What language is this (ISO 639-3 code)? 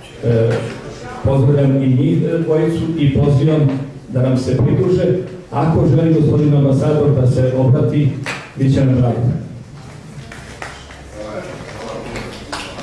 srp